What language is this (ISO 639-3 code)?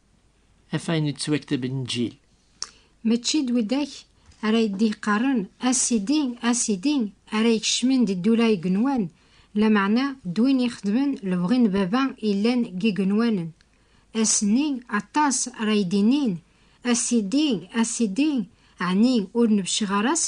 kab